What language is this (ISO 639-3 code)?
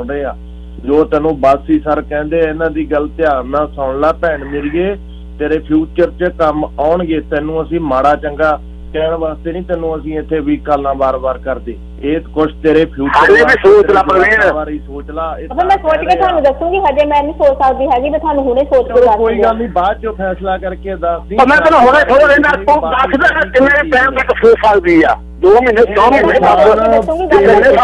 pan